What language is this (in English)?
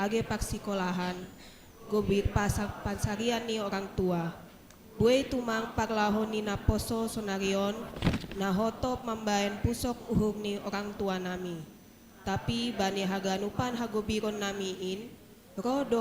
Batak Simalungun